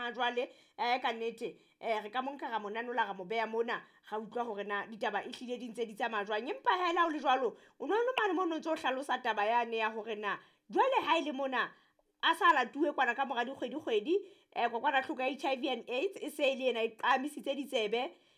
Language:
Southern Sotho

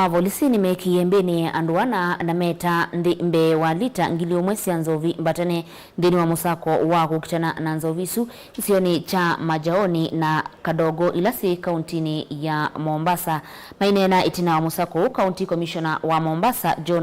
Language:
Kamba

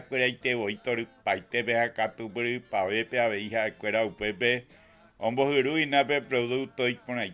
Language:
Guarani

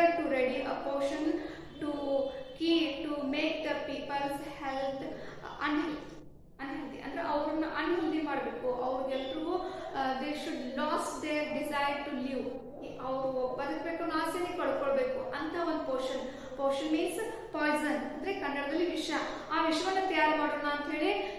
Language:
Kannada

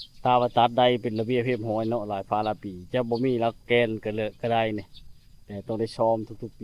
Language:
Lao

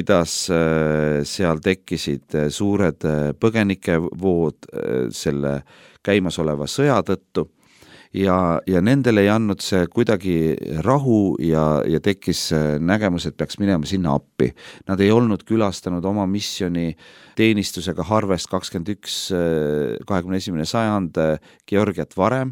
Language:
Estonian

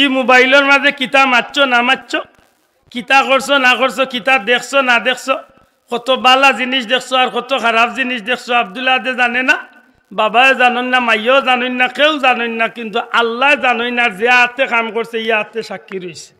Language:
Sylheti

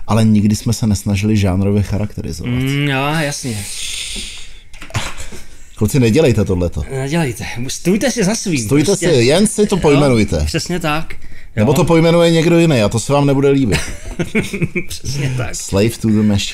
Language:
Czech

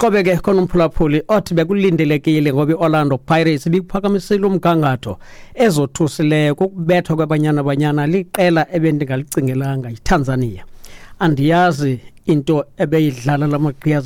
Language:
Xhosa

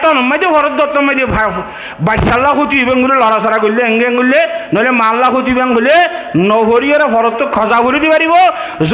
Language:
Rohingya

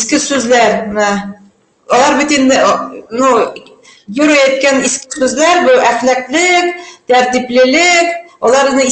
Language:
Bashkir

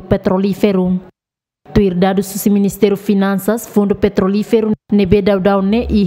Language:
Tetum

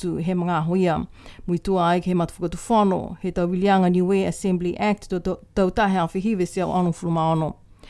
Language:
Niuean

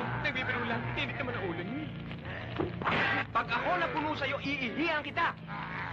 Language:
Filipino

